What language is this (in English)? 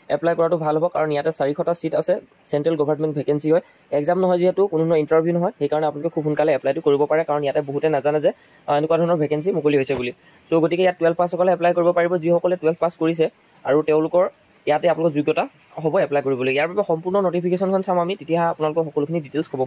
Assamese